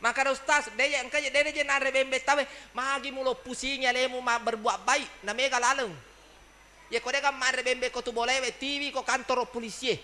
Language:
Buginese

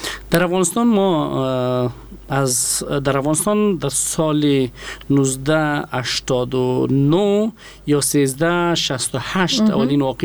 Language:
Persian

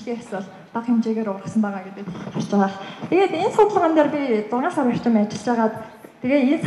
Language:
Mongolian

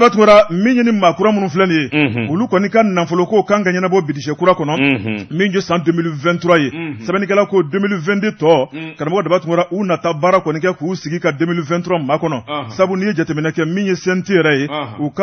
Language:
Bambara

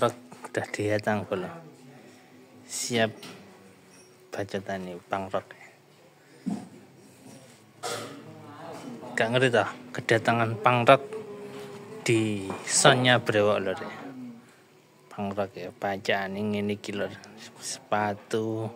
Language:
Indonesian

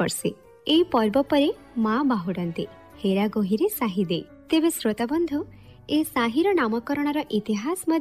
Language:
Odia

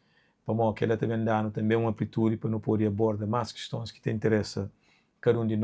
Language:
Kabuverdianu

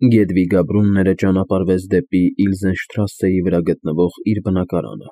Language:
Armenian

